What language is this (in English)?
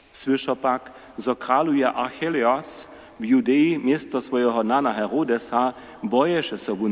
Upper Sorbian